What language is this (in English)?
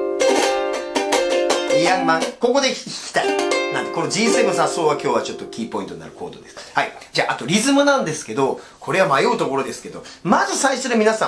Japanese